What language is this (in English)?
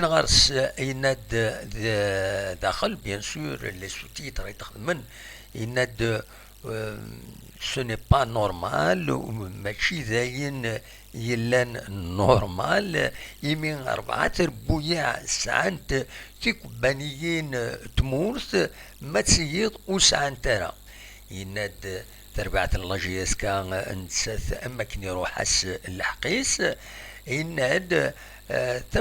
Kabyle